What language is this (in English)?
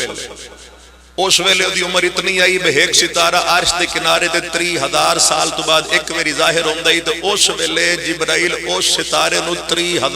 Pahari-Potwari